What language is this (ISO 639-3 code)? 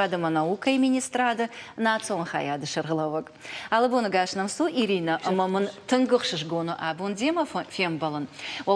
oss